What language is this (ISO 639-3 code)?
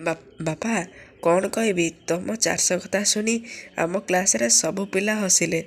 ori